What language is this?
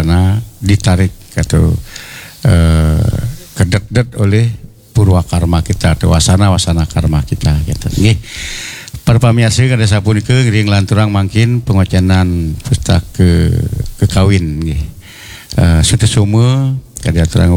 Balinese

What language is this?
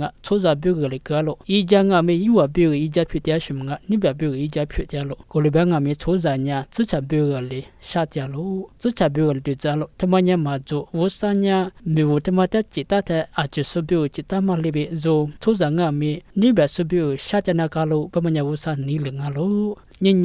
Lisu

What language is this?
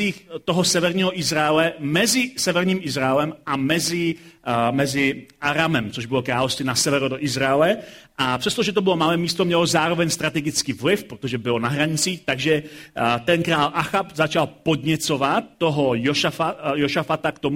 Czech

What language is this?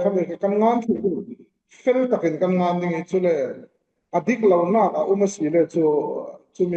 Falam Chin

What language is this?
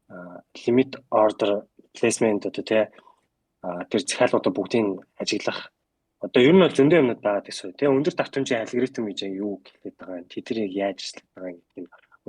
Mongolian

